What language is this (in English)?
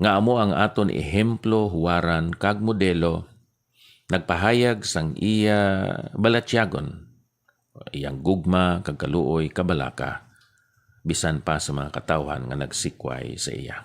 Hiligaynon